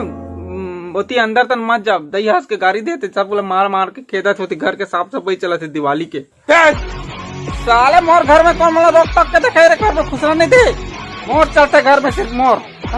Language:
Chhattisgarhi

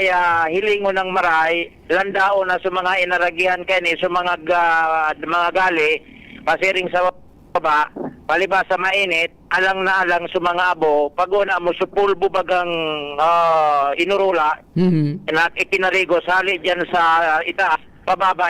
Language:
Bikol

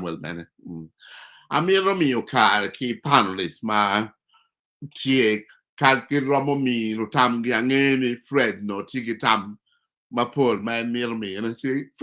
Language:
Acoli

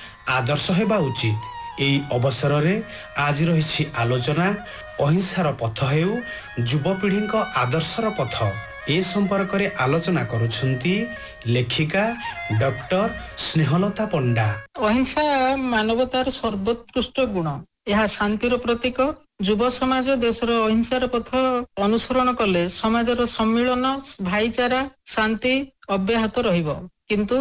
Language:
Odia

